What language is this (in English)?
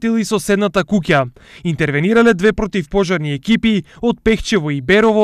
Macedonian